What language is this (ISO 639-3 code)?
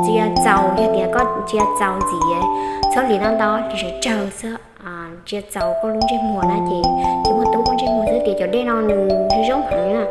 hmn